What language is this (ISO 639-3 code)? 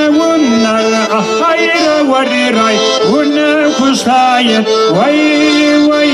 kbd